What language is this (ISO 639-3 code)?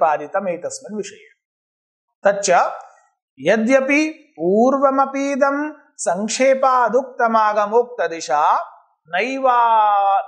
san